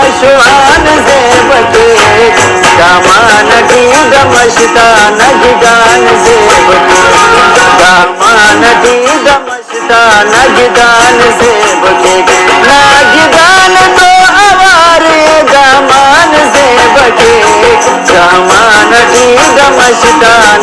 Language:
Brahui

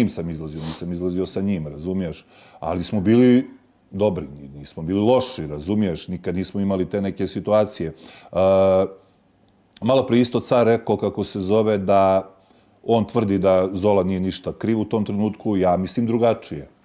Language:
Bosnian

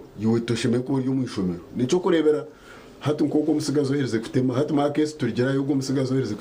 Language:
Nyankole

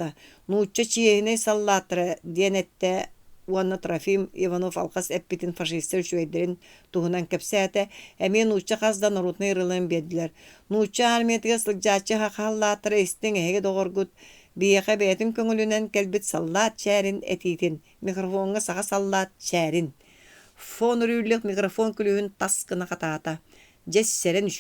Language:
Yakut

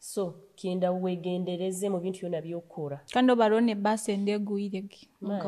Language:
Nyoro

